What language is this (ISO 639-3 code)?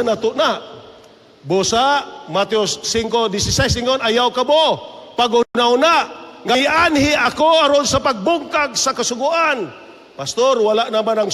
ceb